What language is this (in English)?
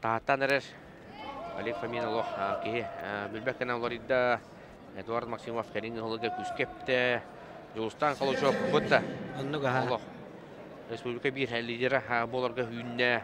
Yakut